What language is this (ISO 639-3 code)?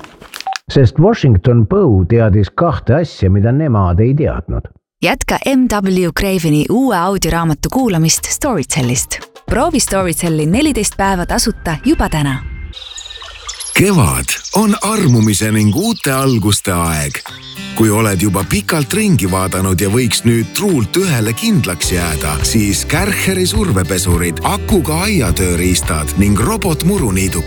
est